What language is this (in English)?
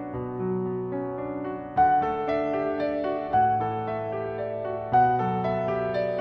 Kazakh